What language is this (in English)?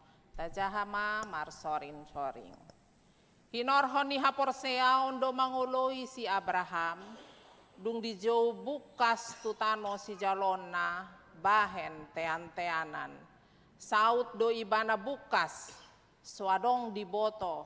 Batak Toba